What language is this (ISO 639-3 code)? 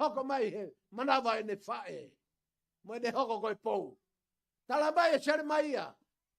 ton